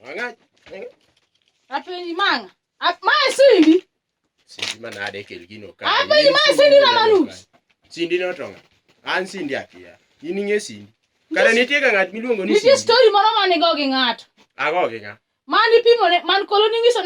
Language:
Luo (Kenya and Tanzania)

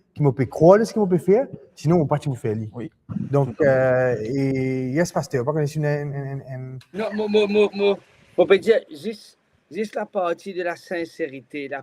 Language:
Morisyen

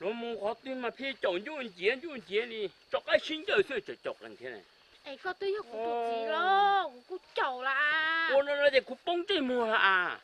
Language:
Hmong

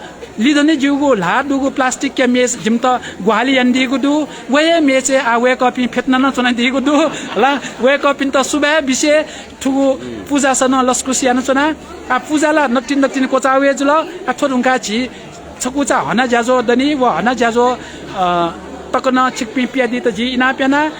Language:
Newari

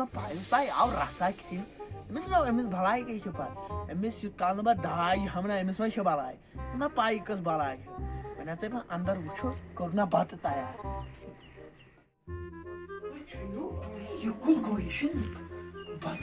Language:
Kashmiri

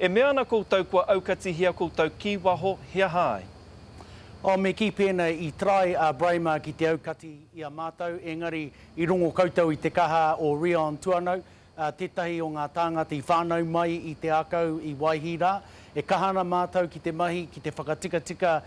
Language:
Māori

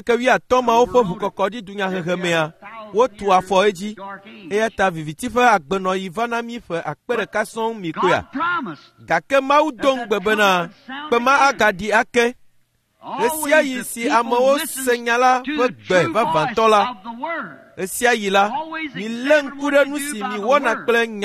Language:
Ewe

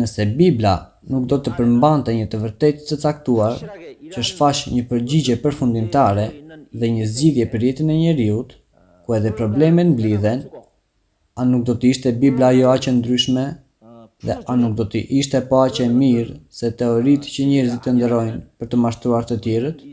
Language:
Albanian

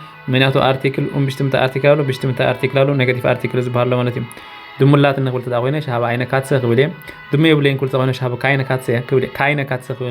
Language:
Tigrinya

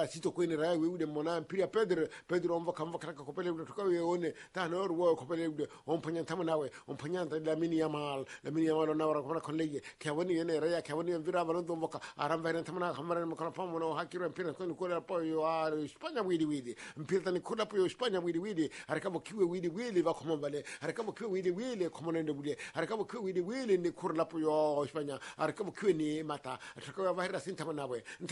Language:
Swahili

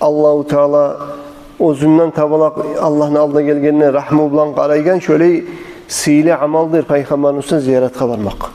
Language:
Kumyk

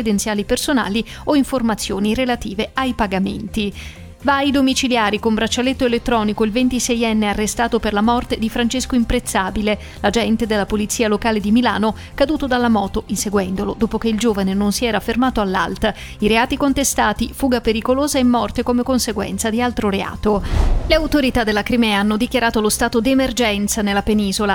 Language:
Italian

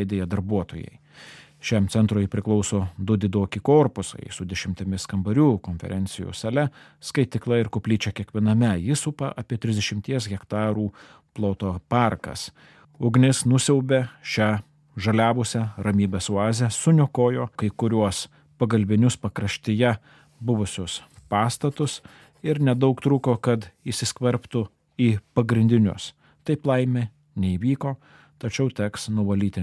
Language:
Lithuanian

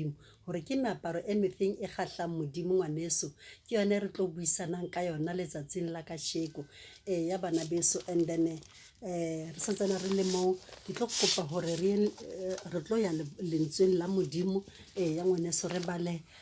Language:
Southern Sotho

